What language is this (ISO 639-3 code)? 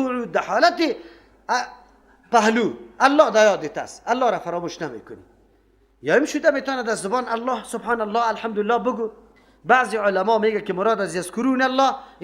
fas